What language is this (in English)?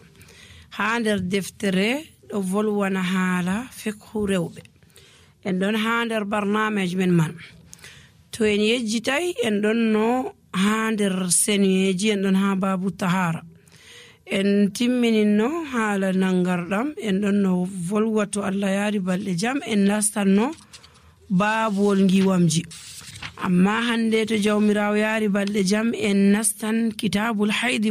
Nigerian Fulfulde